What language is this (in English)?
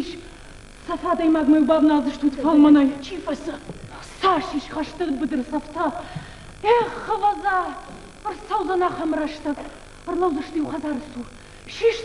Ossetic